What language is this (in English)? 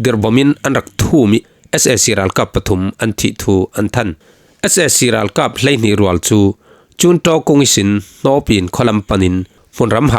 Falam Chin